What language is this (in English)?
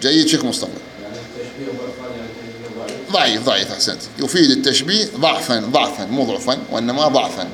Mesopotamian Arabic